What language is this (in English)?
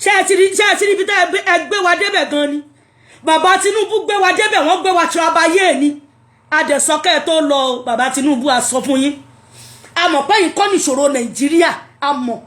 Yoruba